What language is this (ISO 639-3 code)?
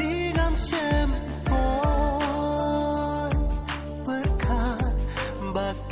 kha